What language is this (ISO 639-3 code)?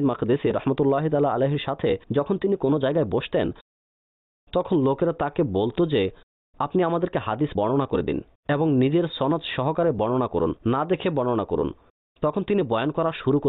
ben